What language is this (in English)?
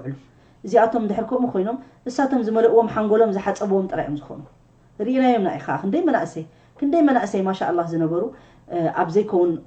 Tigrinya